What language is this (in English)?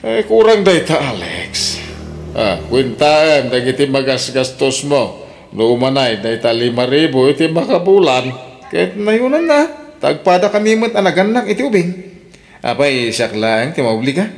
Iloko